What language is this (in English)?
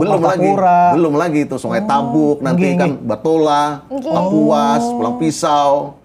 Banjar